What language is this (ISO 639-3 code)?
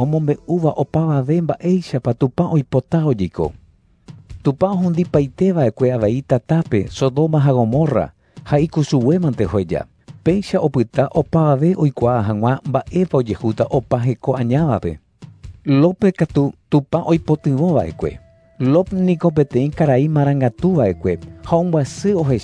grn